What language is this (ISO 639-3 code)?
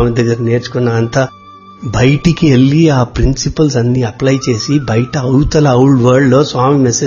tel